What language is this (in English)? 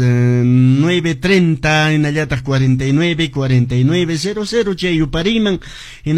Quechua